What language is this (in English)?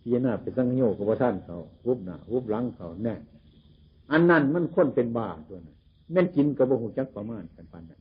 Northeastern Thai